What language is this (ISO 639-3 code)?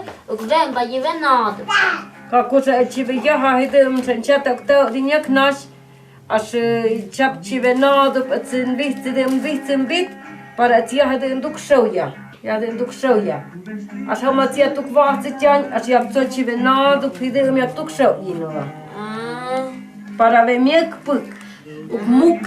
mto